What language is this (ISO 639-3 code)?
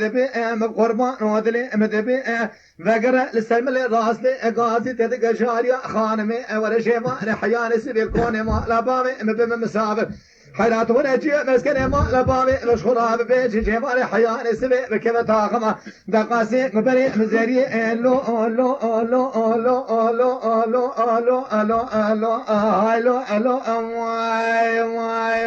kur